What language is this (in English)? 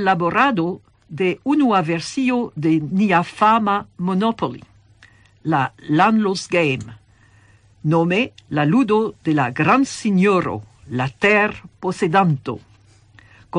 Esperanto